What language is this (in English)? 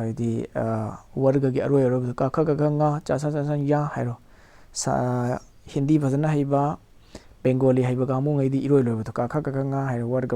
Manipuri